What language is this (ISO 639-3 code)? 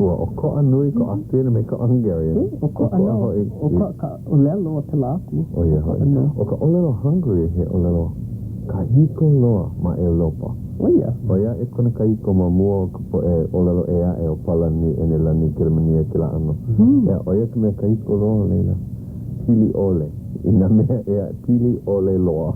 haw